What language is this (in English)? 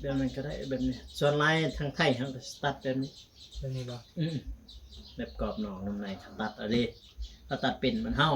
Northeastern Thai